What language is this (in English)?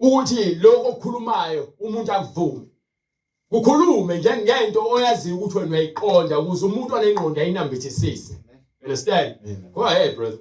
Zulu